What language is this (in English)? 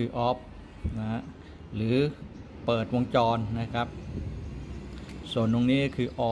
Thai